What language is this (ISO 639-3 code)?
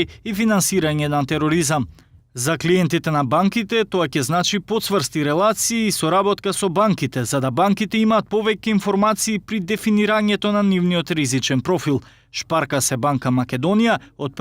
mkd